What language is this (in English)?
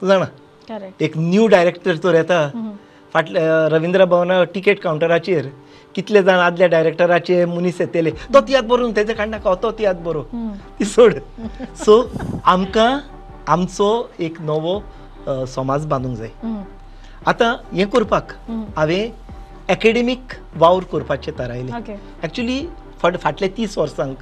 Konkani